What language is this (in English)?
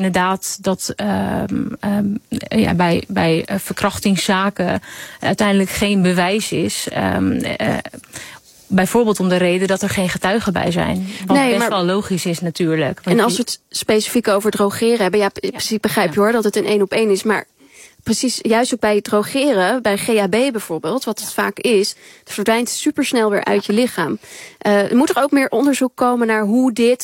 Dutch